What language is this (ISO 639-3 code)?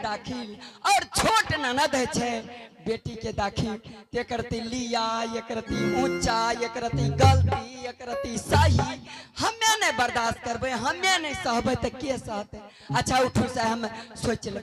anp